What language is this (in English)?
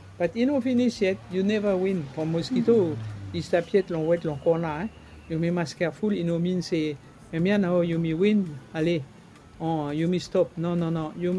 Bislama